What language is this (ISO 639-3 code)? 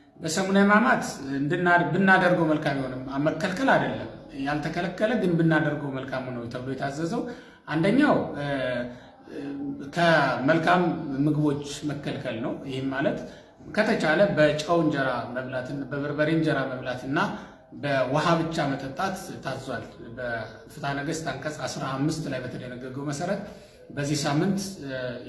amh